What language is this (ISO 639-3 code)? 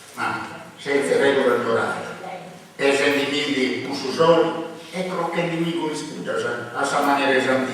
srd